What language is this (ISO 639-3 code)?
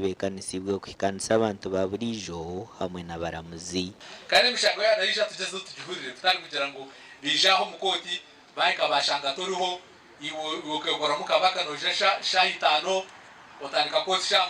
nyn